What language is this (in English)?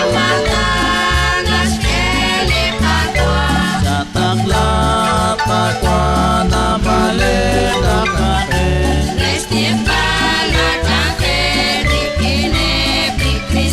Kekchí